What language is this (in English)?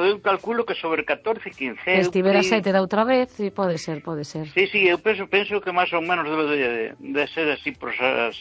Galician